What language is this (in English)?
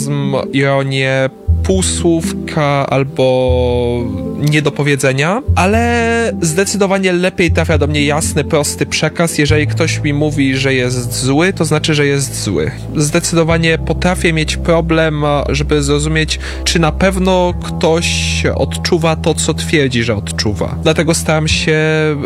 Polish